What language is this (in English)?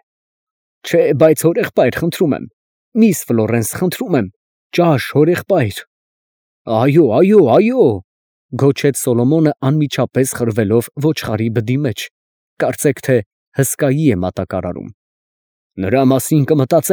Armenian